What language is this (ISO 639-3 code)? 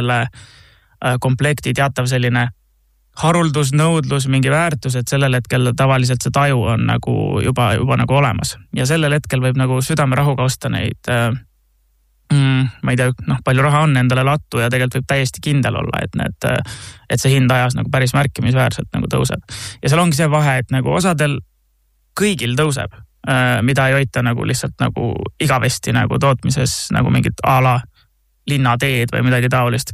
est